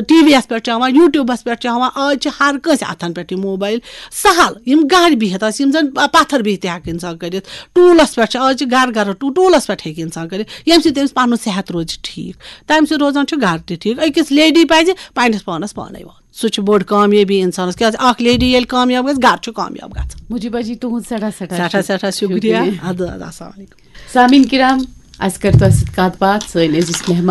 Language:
Kashmiri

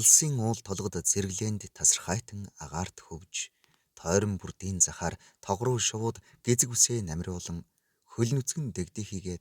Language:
Mongolian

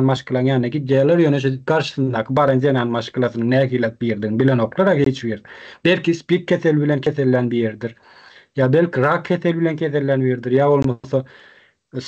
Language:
Turkmen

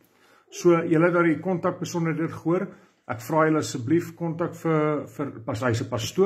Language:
Afrikaans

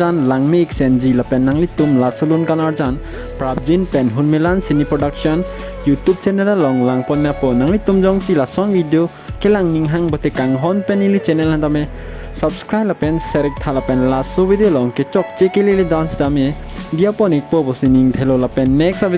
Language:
Karbi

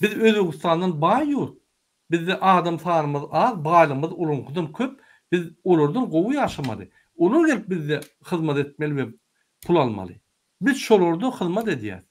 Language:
Turkmen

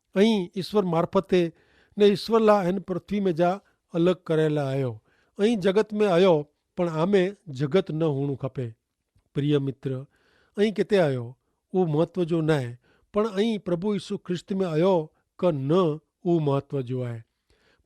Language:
Kachhi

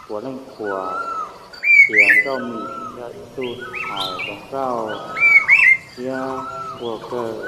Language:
Hmong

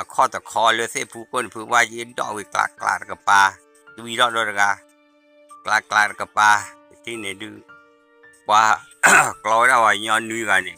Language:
S'gaw Karen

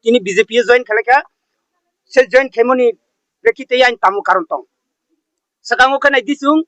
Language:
Riang (India)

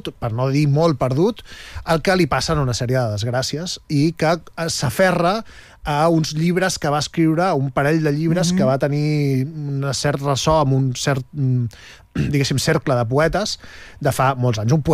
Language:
Catalan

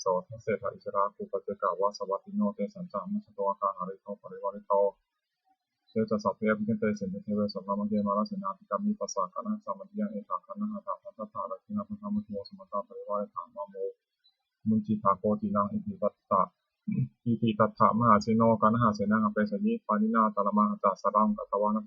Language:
Pali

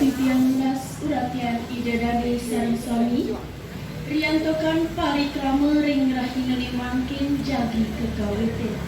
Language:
Balinese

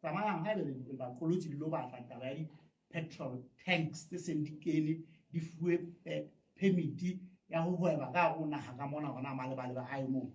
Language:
Southern Sotho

